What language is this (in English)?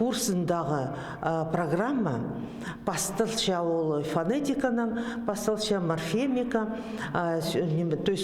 Khakas